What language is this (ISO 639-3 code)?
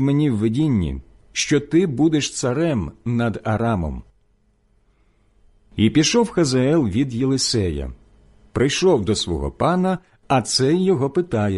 ukr